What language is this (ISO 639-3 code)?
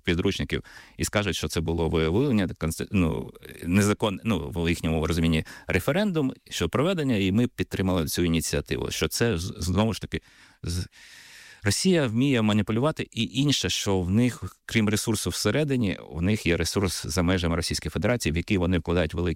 ukr